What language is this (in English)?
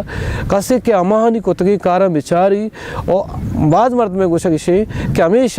Baluchi